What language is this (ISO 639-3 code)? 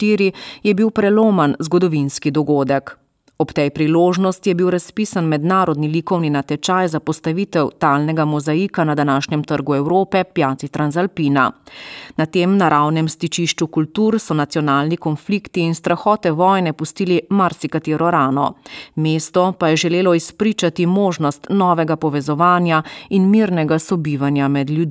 slv